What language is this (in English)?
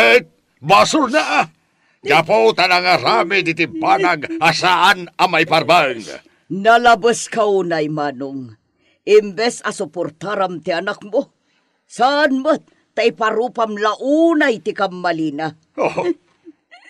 Iloko